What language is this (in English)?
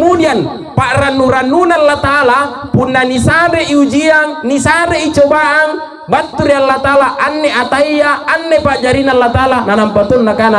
Makasar